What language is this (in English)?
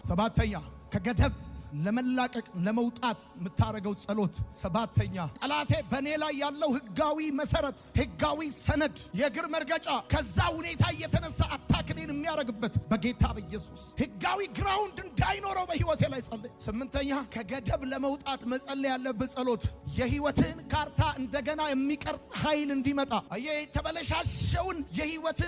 Amharic